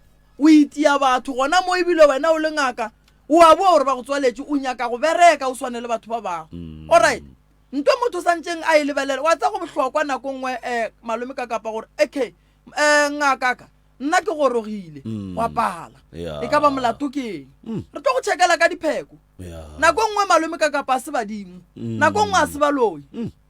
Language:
Northern Sotho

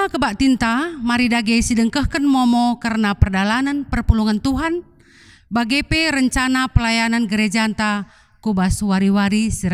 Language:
Batak Karo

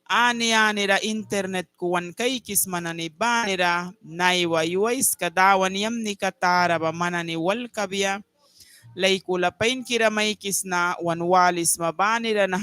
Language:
Mískito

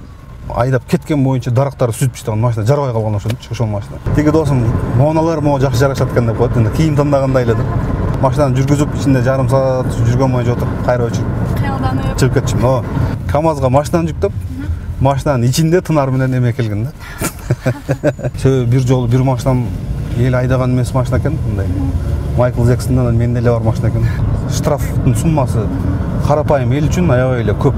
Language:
Kyrgyz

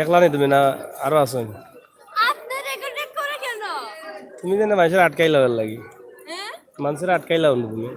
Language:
Sylheti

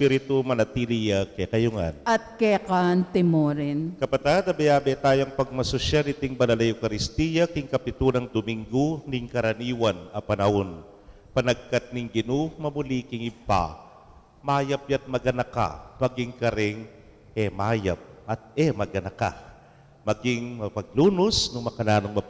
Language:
Pampanga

